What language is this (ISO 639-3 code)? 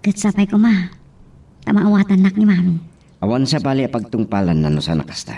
ilo